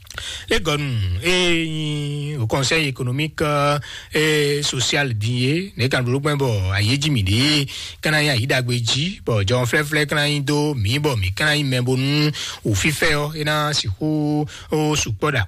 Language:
Fon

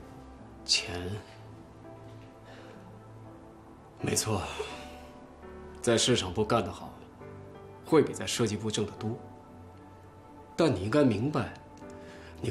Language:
Chinese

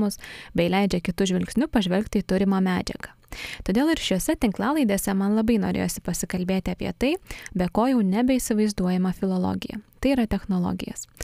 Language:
Lithuanian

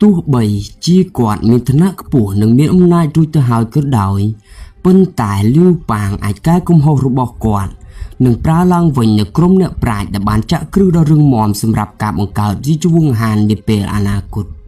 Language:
Khmer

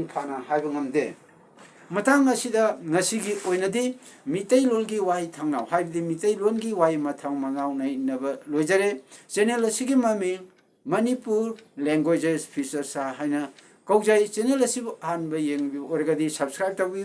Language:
Manipuri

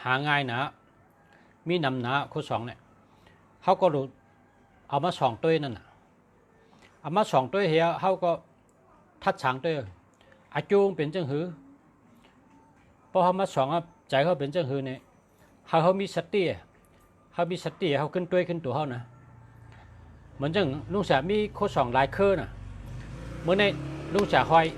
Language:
Shan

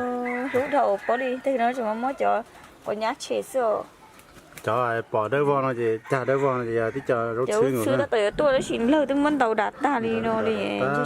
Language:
Hmong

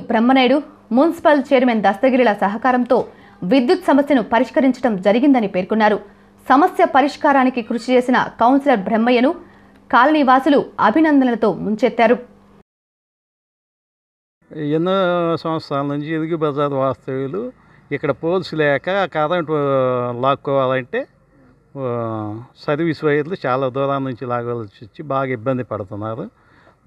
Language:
Telugu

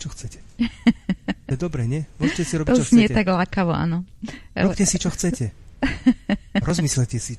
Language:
Slovak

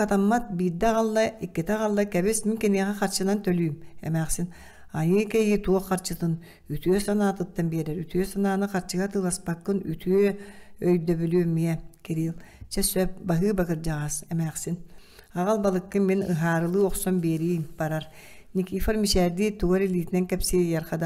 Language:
Yakut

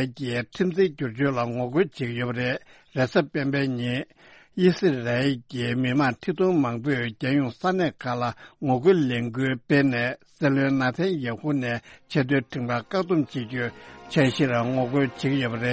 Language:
Tibetan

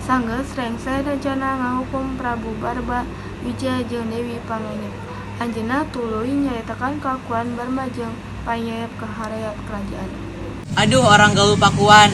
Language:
Sundanese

